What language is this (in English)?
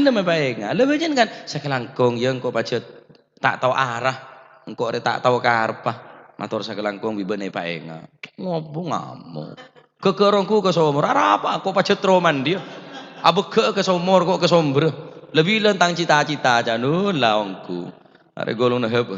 Madurese